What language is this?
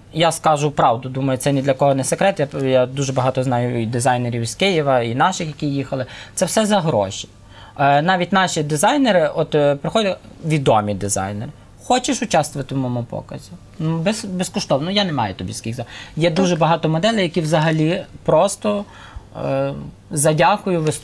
Ukrainian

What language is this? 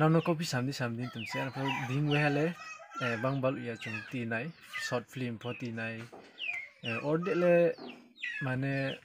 Riang (India)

